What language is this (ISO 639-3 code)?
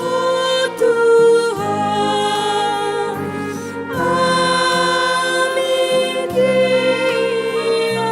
btx